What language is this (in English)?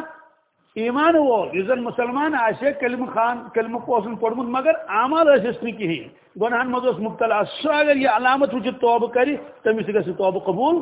Kashmiri